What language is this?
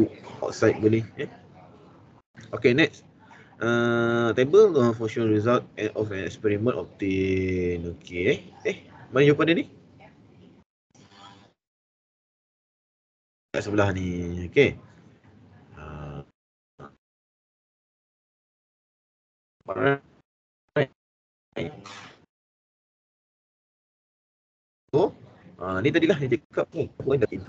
Malay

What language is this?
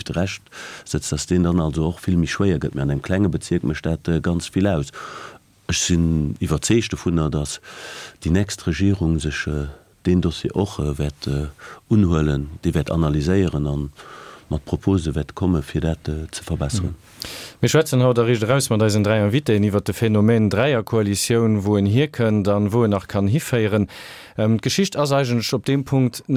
Luxembourgish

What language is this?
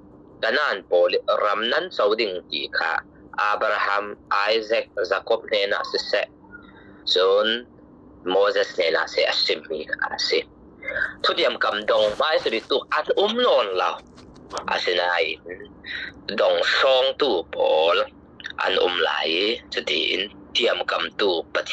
Falam Chin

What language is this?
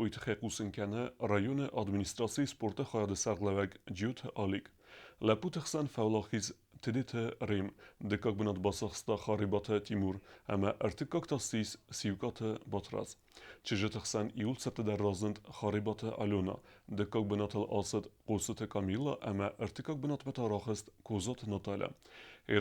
Ossetic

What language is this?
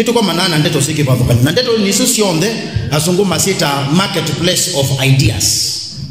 Kamba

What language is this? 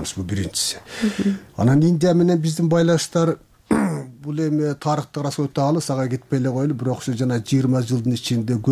Kyrgyz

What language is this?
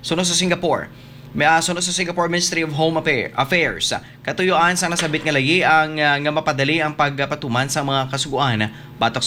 Hiligaynon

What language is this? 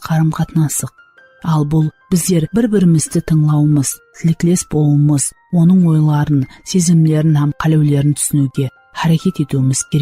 Kara-Kalpak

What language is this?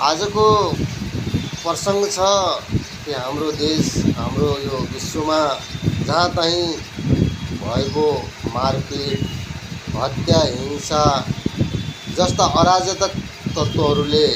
Nepali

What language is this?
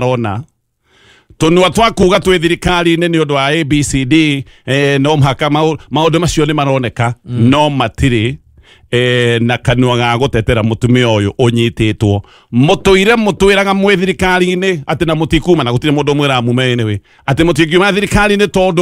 Kikuyu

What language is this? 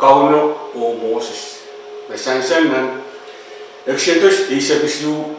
Pohnpeian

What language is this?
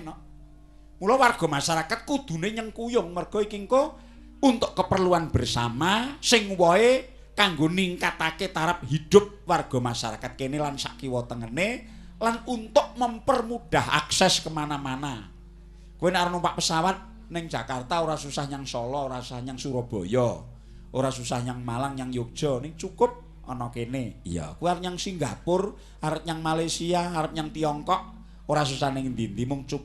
Javanese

